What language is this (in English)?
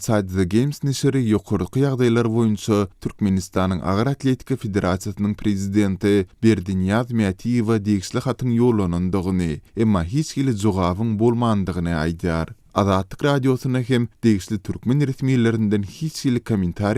Turkmen